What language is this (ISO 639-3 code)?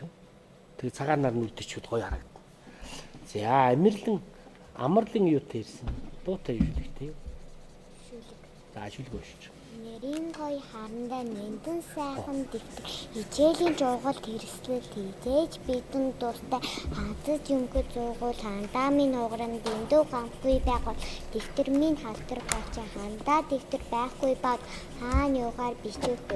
mon